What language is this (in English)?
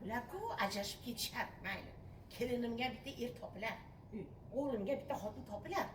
Uzbek